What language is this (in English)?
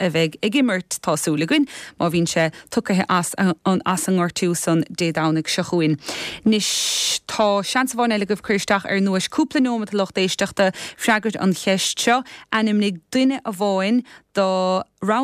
Irish